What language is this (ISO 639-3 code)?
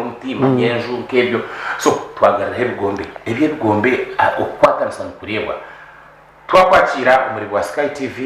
nyn